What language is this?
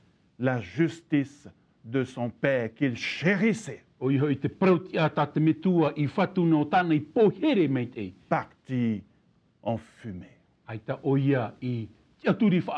Tahitian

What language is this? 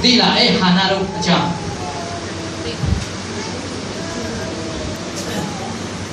Burmese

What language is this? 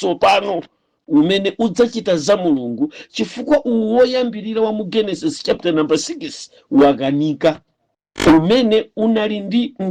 Nyanja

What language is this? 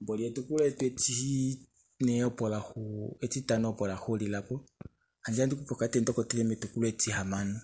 Kuanyama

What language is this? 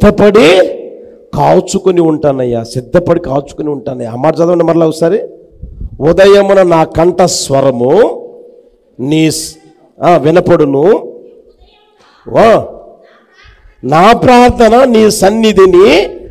Telugu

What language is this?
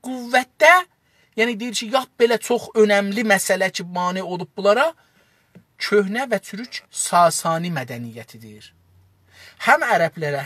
South Azerbaijani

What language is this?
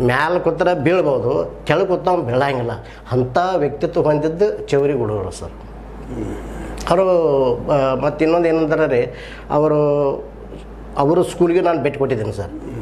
Kannada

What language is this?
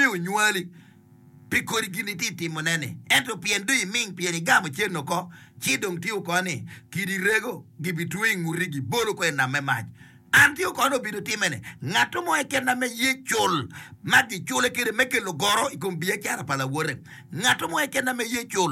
Acoli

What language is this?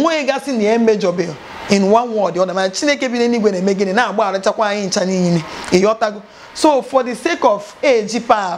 Igbo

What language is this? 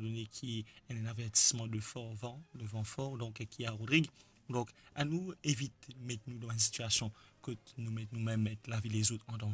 Morisyen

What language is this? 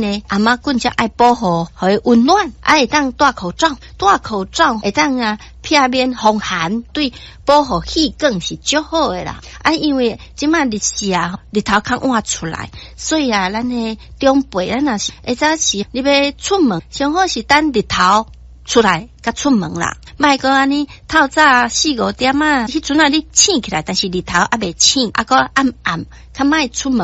Min Nan Chinese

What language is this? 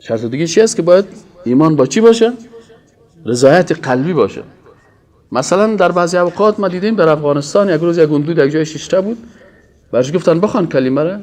Persian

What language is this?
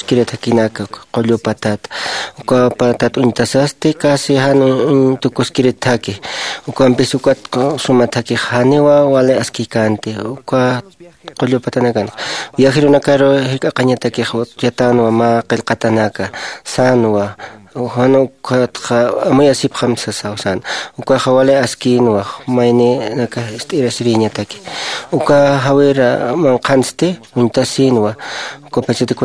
Aymara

